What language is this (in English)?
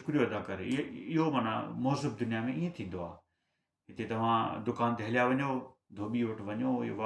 Sindhi